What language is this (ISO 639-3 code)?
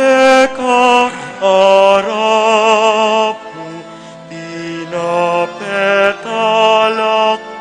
pam